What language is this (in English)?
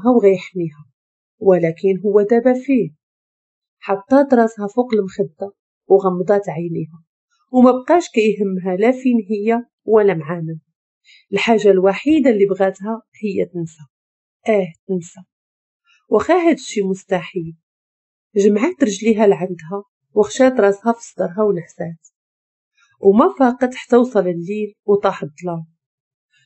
Moroccan Arabic